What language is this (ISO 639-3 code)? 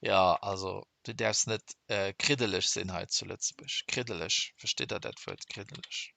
ltz